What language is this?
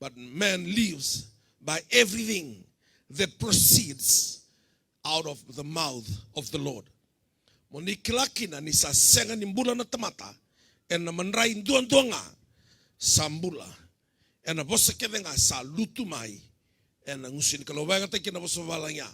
Fijian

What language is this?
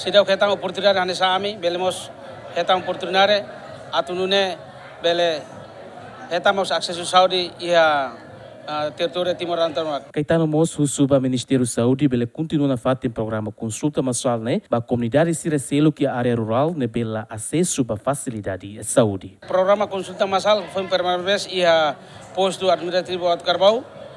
Tetum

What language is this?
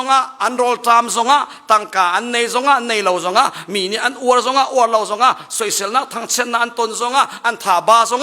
Hakha Chin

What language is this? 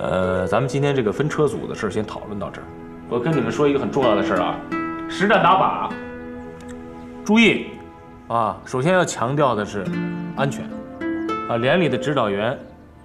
Chinese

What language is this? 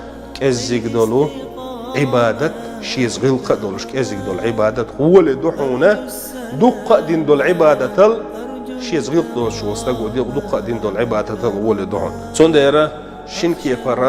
Chechen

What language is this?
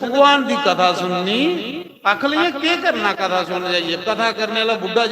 Dogri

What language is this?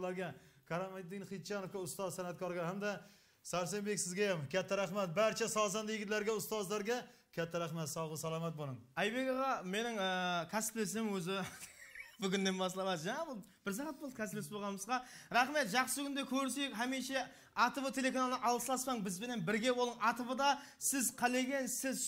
Kara-Kalpak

